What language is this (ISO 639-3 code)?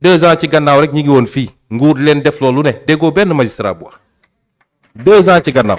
wol